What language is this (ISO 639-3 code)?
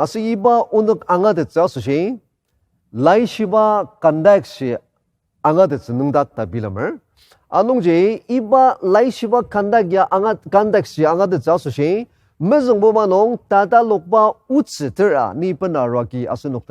njo